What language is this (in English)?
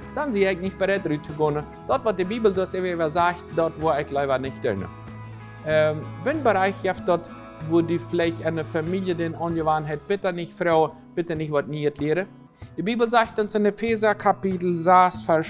Plautdietsch